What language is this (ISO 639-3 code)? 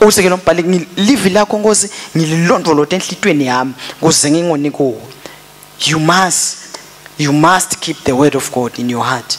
ssw